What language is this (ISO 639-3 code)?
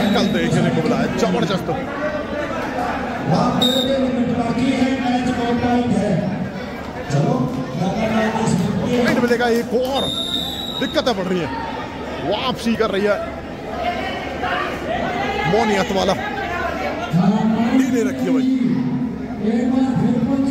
hin